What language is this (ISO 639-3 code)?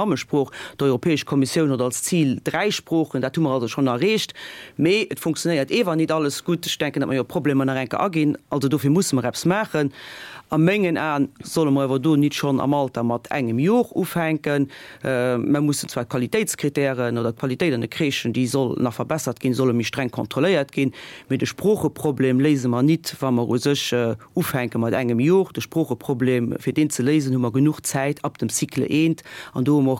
ltz